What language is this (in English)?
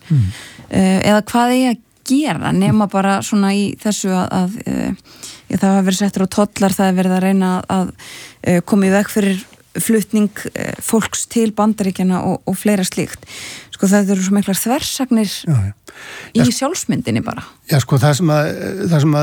Icelandic